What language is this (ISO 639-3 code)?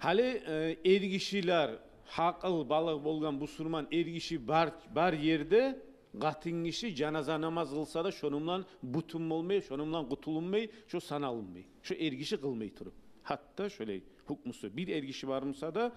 kum